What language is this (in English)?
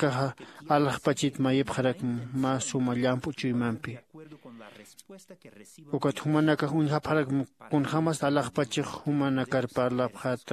Aymara